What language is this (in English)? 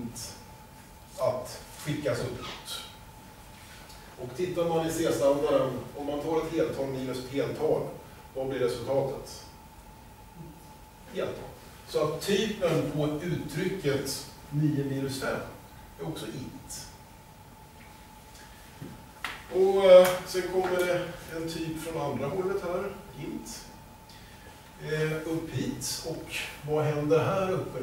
Swedish